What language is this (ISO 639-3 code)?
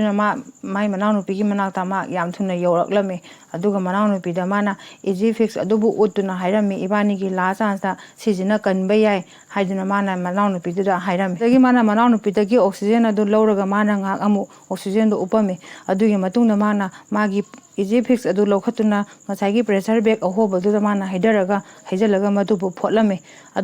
mni